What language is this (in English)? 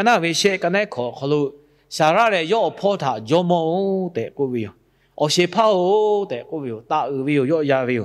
Lahu